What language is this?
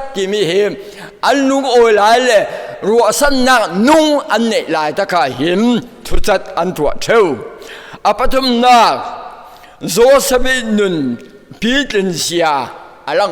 Falam Chin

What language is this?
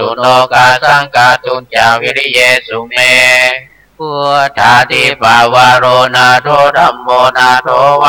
Pali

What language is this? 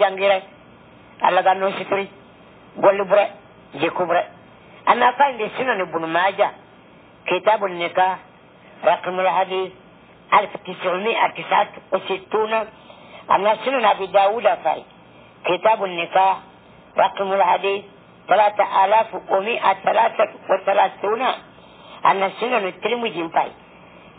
Fula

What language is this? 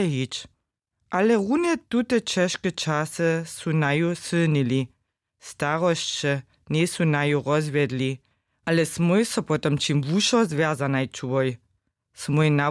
Upper Sorbian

